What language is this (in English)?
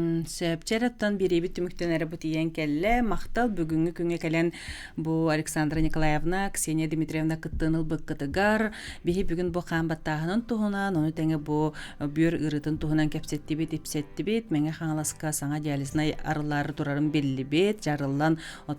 Yakut